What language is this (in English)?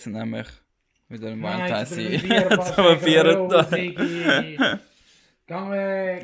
Swiss German